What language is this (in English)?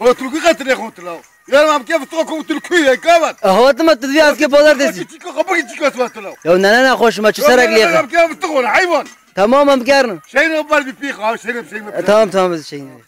Kurdish